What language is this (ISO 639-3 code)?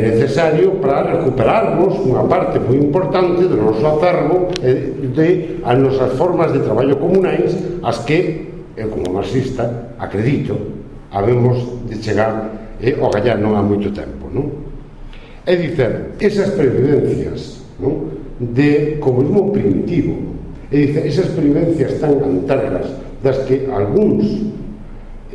glg